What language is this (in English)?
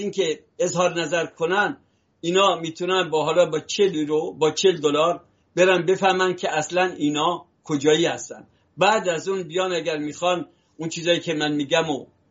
Persian